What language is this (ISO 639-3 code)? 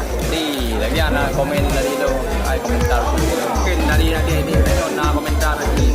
ace